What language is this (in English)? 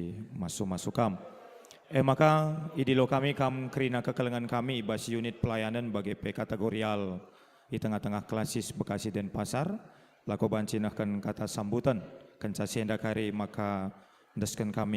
Batak Karo